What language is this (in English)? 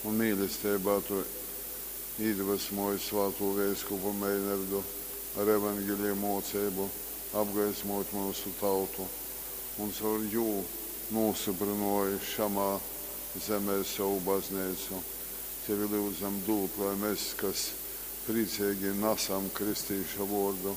Latgalian